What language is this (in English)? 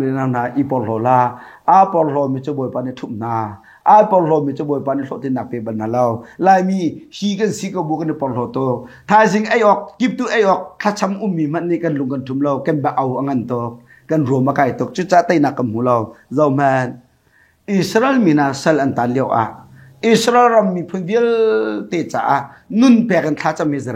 Hakha Chin